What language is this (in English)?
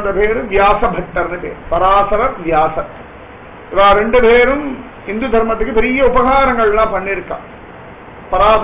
Tamil